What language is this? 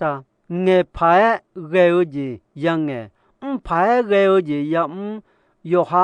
Akha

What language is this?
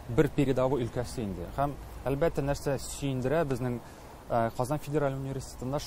Tatar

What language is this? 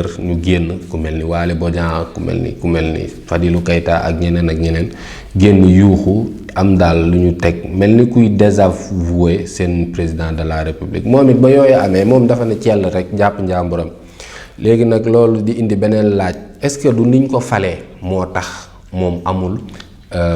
Wolof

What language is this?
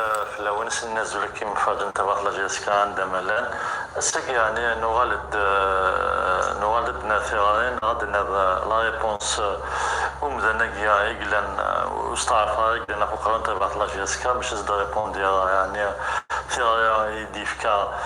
Kabyle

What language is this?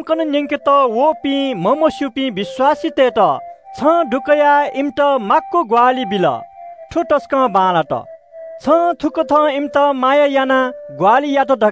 Newari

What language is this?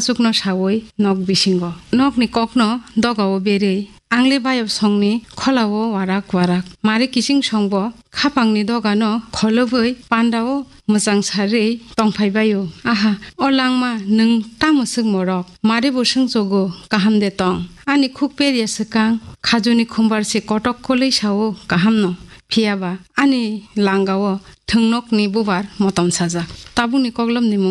Kok Borok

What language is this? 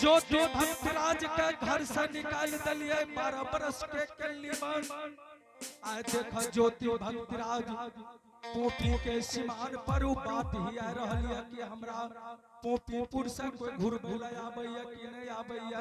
Angika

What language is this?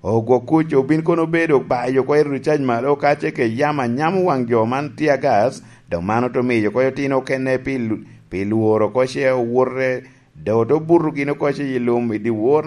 Lango (Uganda)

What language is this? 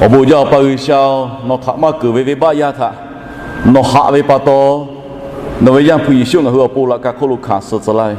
Lahu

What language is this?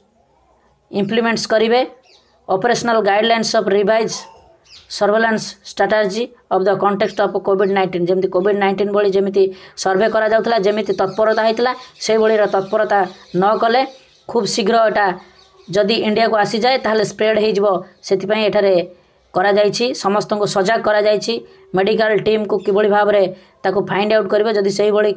Odia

